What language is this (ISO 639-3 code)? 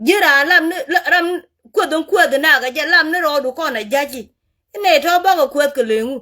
nus